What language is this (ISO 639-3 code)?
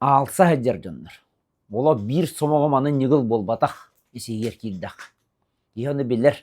sah